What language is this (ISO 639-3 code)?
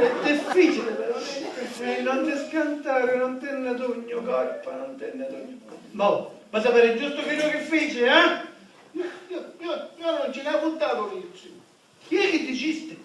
scn